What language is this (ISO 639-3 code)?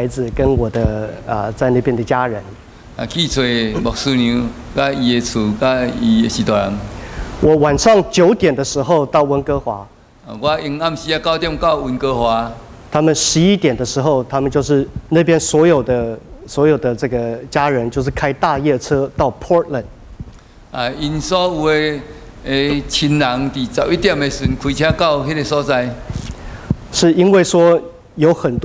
nan